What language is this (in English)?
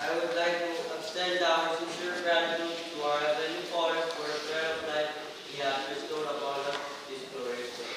Pohnpeian